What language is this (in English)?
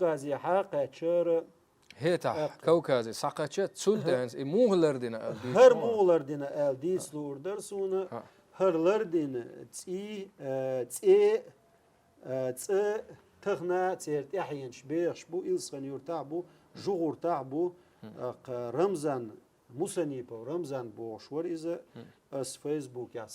Chechen